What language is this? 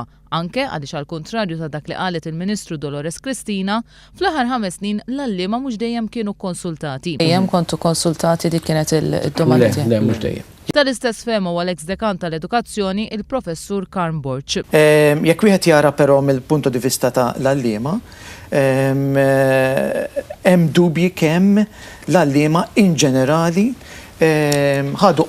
Maltese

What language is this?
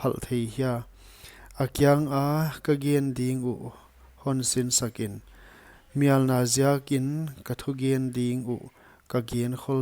Paite Chin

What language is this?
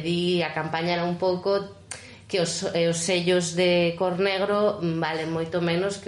Galician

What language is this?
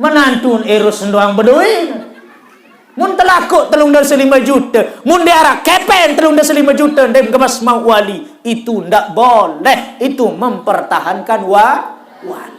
Sasak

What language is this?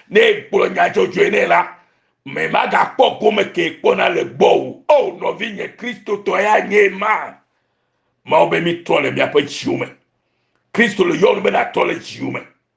Ewe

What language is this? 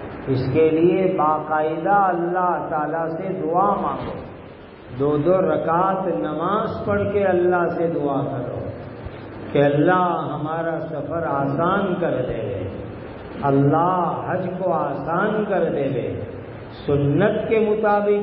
Urdu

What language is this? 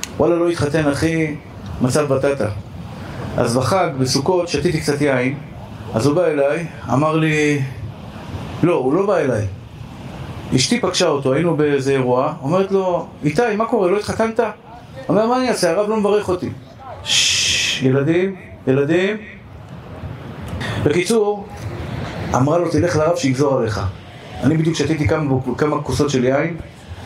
Hebrew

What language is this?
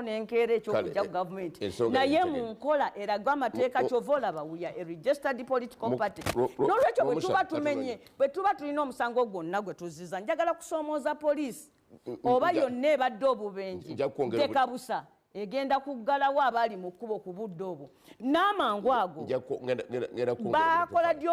Ganda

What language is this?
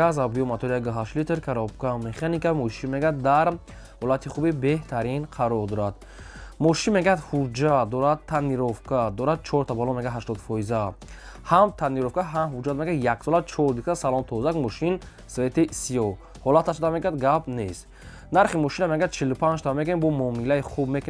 Tajik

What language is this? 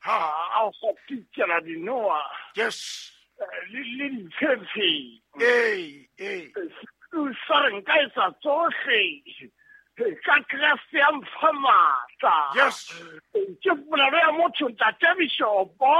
Southern Sotho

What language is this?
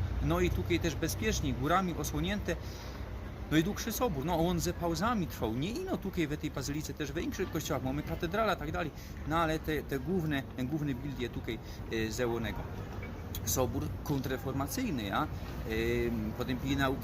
Silesian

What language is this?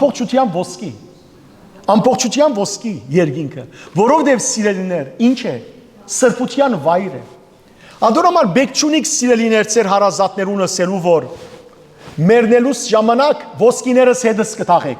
Western Armenian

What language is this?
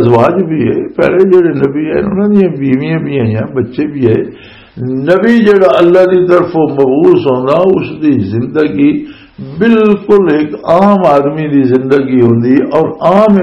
Western Panjabi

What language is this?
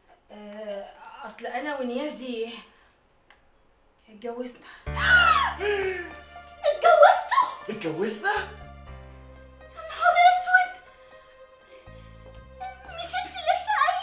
Egyptian Arabic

